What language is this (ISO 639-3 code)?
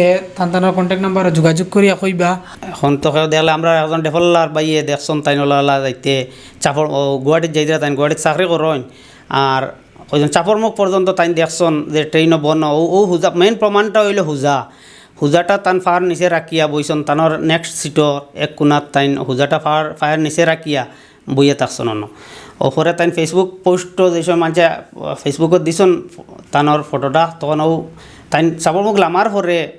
syl